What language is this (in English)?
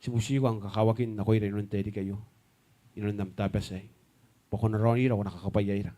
Gilbertese